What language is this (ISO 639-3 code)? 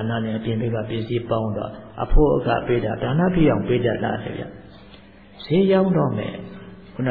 mya